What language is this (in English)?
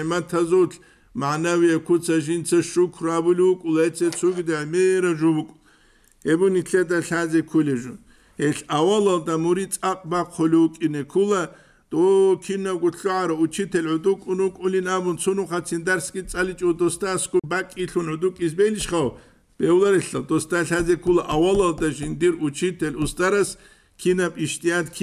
Avaric